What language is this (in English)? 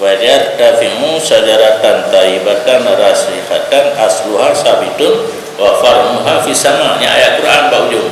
Achinese